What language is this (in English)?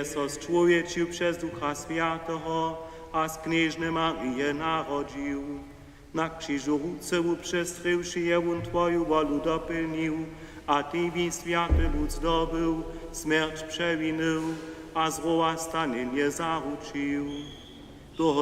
Upper Sorbian